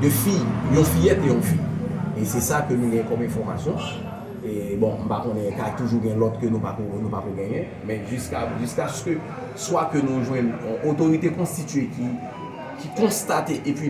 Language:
Haitian Creole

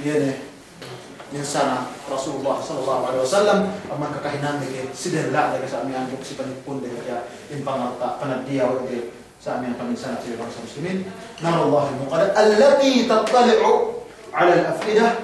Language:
Yakan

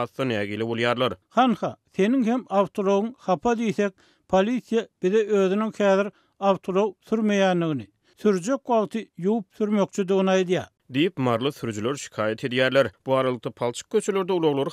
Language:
Turkmen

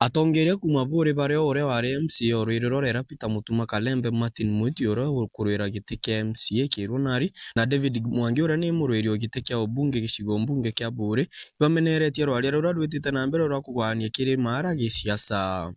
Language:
Meru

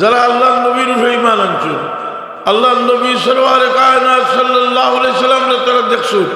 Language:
Sylheti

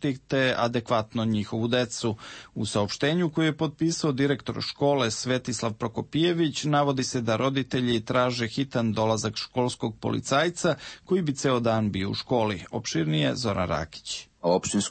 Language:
Serbian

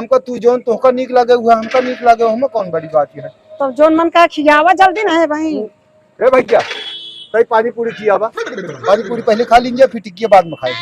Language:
Awadhi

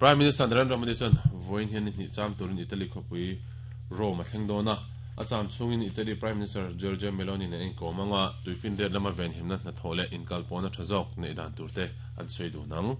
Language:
Mizo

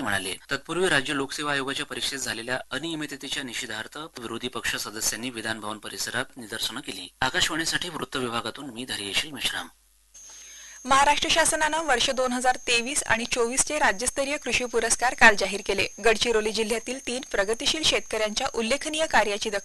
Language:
Marathi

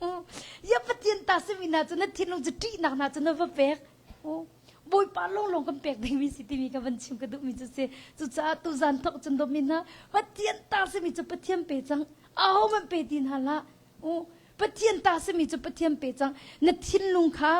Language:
Hakha Chin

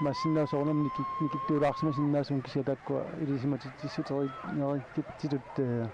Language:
Kalaallisut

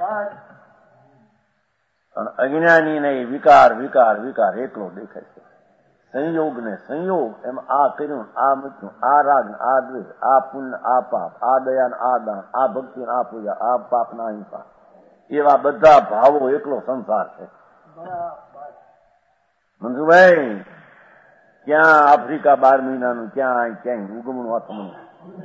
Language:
Gujarati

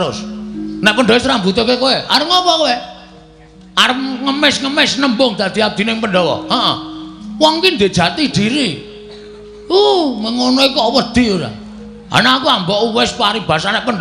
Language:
Javanese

